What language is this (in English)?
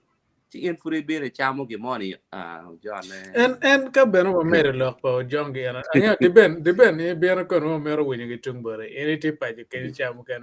Acoli